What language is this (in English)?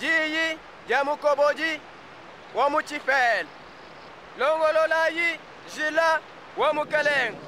Luba-Lulua